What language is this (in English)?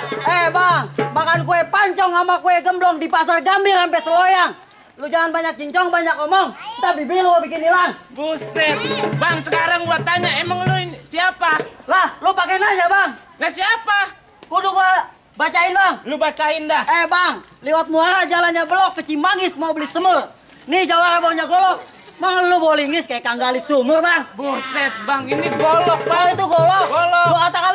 Betawi